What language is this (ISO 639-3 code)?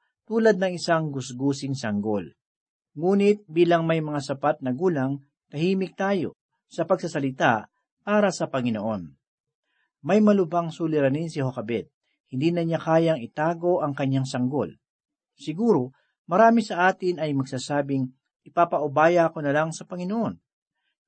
fil